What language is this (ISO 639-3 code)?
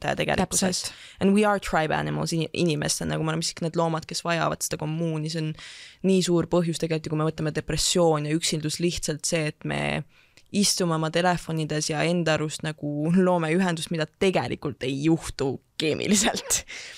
est